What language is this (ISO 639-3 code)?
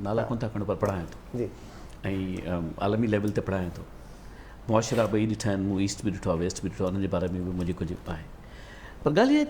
snd